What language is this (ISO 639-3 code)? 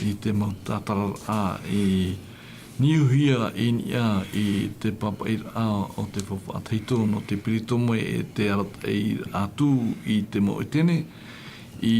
tah